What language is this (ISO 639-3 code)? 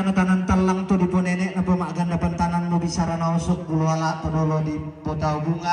sda